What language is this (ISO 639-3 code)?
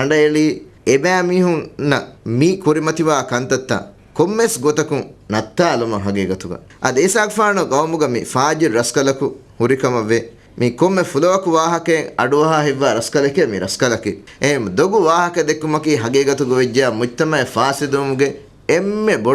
div